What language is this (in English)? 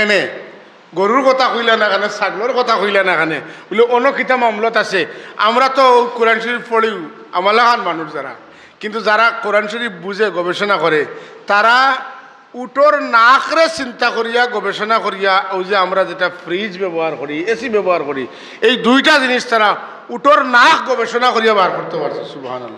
Sylheti